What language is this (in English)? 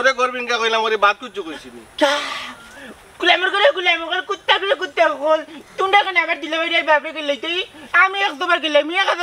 Sylheti